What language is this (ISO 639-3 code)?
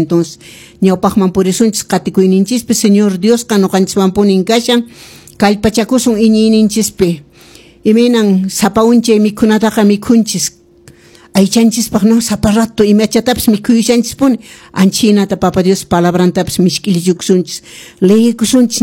que